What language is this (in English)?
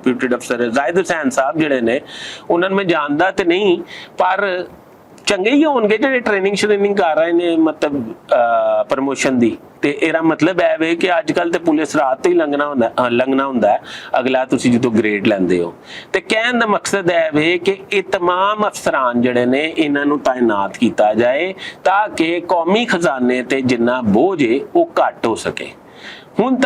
Western Panjabi